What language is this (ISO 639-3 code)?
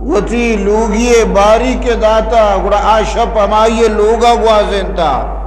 bgp